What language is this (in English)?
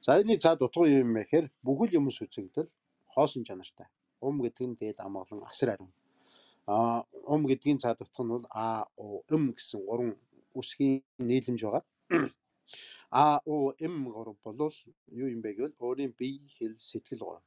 Mongolian